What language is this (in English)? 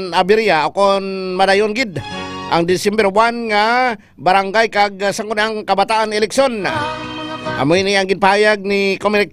Hiligaynon